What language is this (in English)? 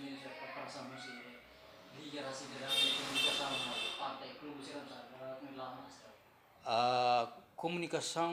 Tetum